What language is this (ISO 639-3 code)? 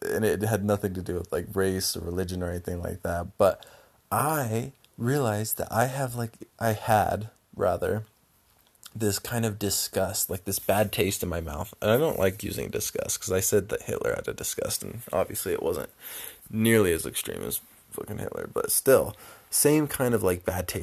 eng